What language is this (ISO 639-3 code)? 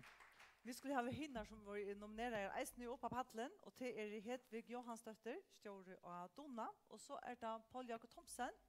fao